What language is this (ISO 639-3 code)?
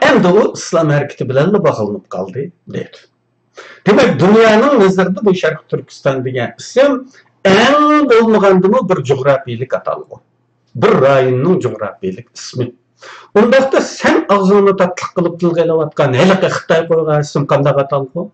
uig